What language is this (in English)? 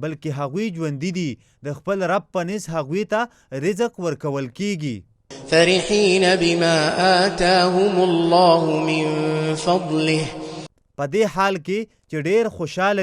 Pashto